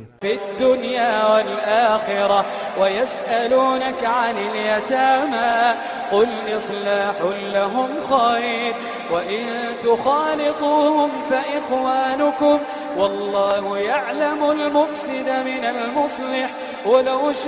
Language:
Iranun (Philippines)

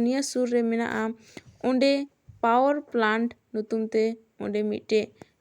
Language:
Santali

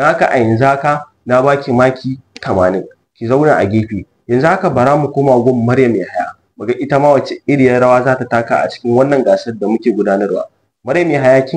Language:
Hausa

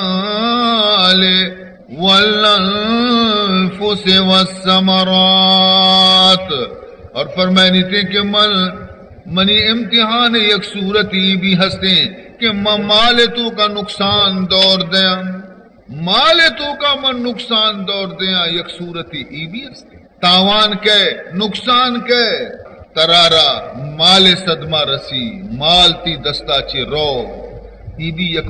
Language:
Baluchi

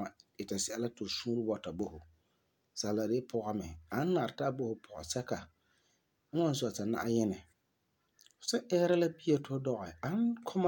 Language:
Frafra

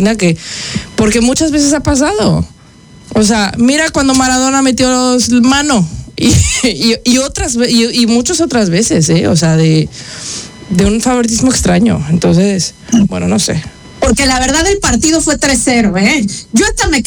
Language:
Spanish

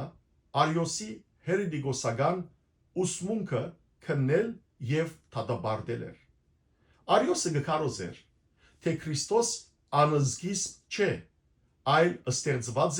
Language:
Western Armenian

